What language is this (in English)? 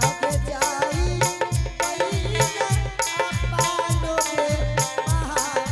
Angika